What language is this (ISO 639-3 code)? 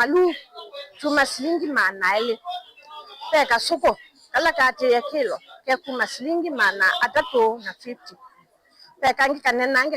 kam